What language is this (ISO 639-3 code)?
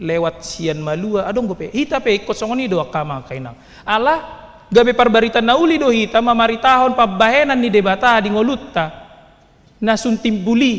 bbc